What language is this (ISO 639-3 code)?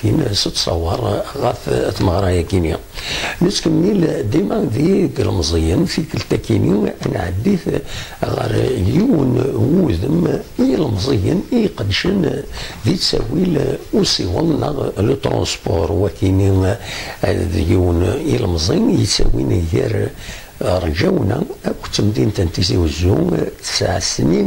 kab